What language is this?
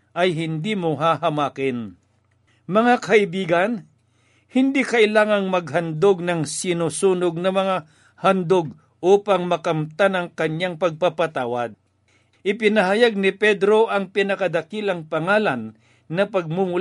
Filipino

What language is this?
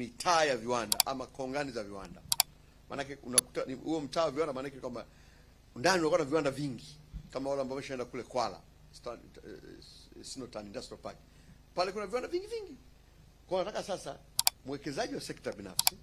Swahili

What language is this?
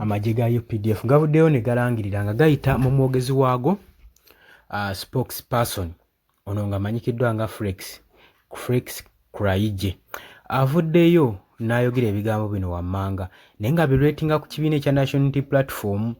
Ganda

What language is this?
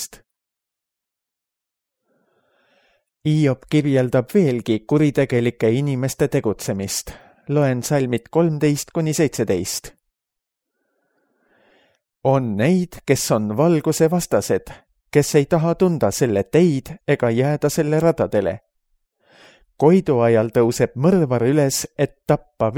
Estonian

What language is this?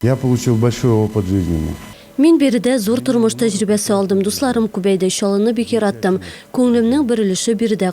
Tatar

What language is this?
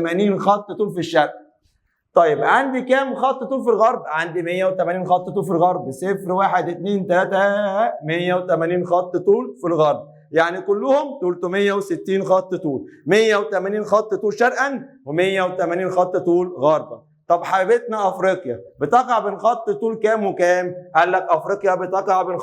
Egyptian Arabic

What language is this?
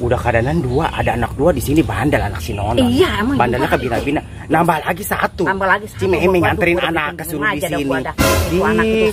Betawi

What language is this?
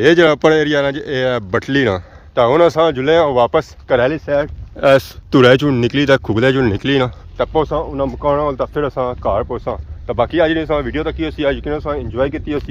Pahari-Potwari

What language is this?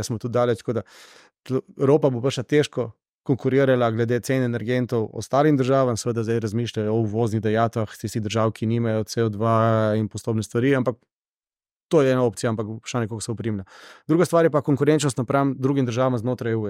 Slovenian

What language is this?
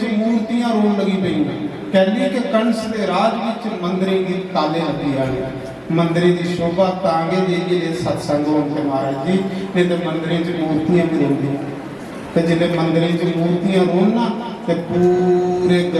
Dogri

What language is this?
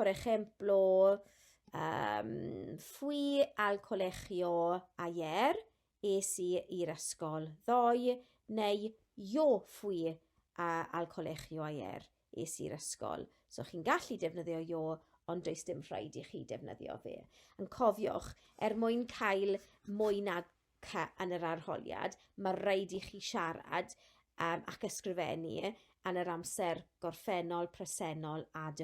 Welsh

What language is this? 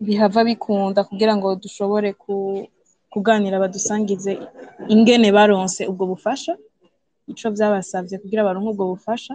Rundi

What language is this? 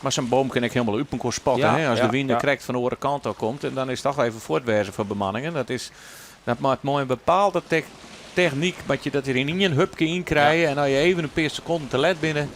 Western Frisian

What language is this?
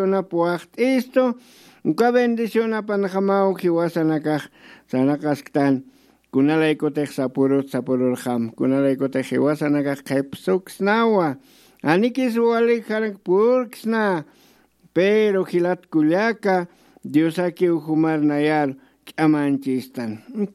Aymara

